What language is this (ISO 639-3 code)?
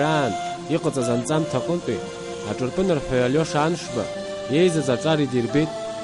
abk